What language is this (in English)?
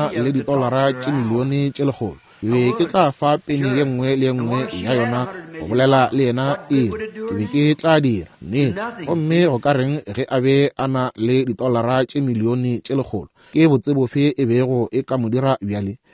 Northern Sotho